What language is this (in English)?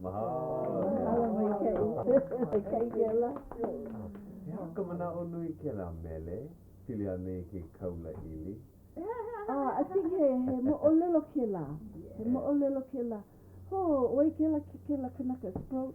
Hawaiian